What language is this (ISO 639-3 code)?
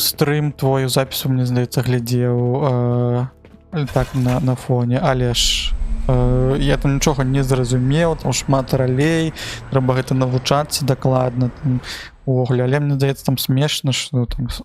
bel